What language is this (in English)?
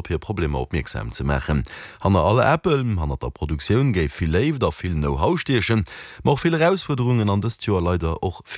Luxembourgish